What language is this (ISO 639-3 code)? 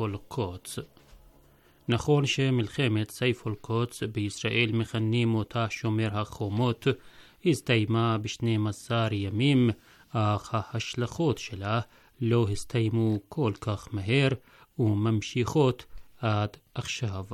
heb